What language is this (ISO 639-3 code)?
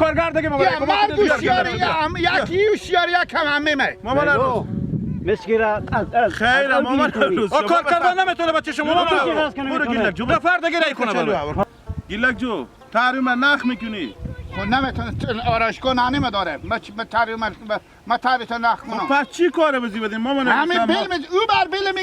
haz